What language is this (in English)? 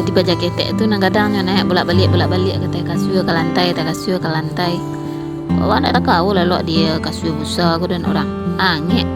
Minangkabau